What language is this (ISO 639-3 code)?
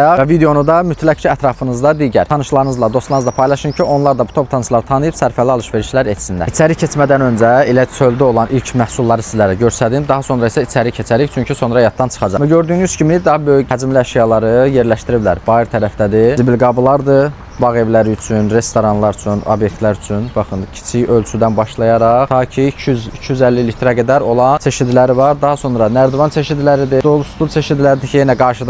aze